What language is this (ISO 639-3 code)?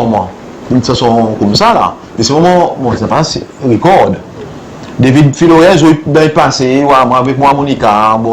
crs